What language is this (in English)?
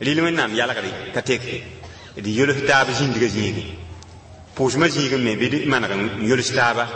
Mossi